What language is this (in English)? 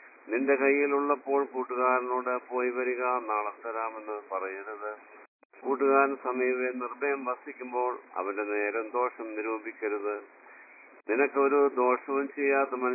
Malayalam